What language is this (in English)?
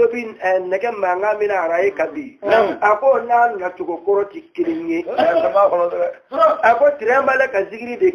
Bambara